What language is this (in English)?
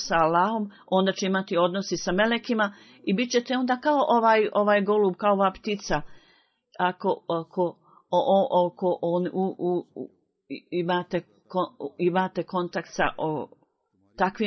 Bosnian